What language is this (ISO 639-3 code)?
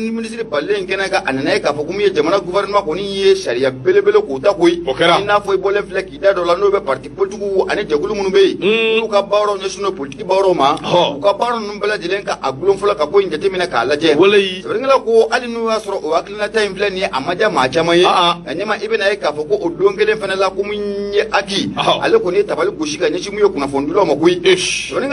bam